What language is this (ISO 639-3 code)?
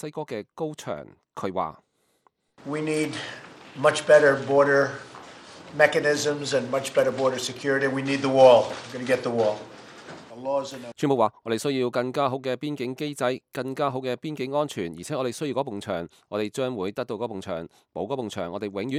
yue